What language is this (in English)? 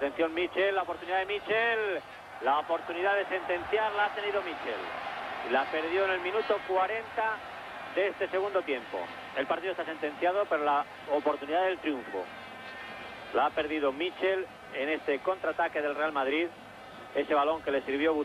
Spanish